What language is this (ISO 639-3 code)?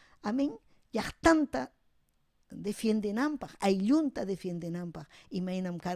quy